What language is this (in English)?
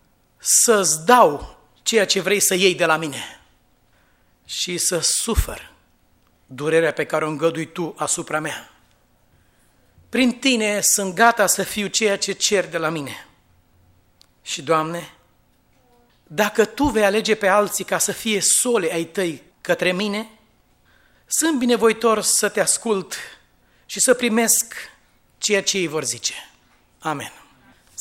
Romanian